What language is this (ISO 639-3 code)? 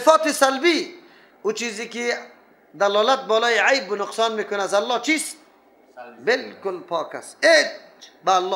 fas